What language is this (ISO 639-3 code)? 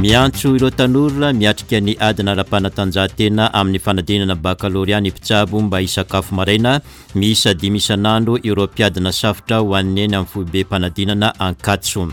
mlg